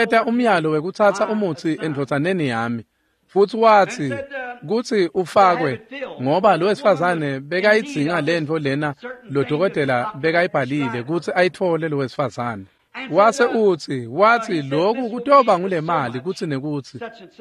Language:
Swati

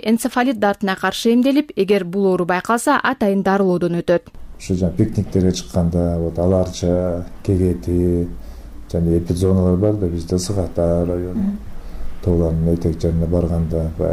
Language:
Kyrgyz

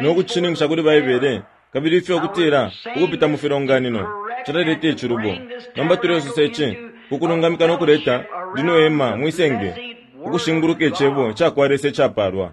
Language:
Bemba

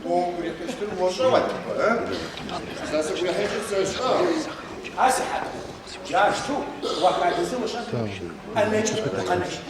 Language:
Adyghe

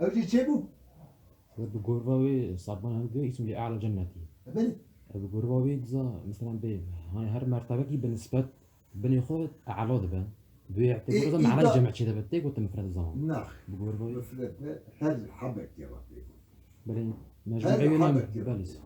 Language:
Kurdish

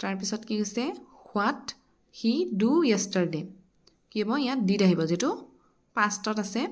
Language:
Assamese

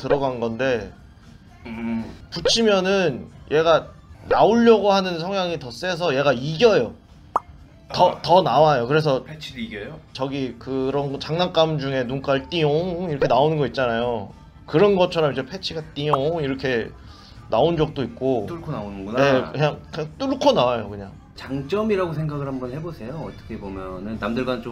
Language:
Korean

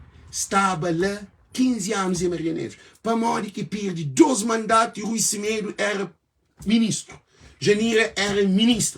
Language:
Kabuverdianu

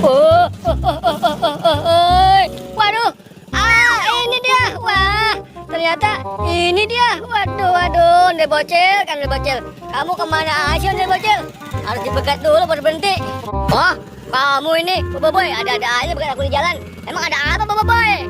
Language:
Betawi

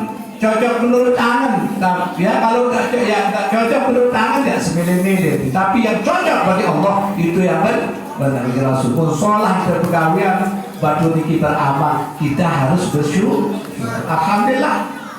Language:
Sasak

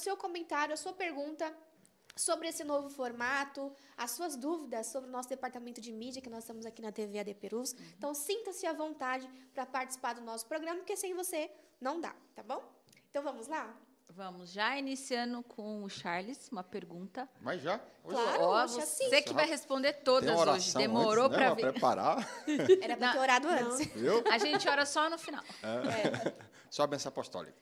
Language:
Portuguese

